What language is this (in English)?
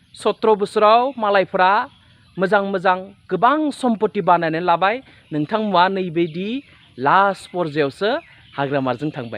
Bodo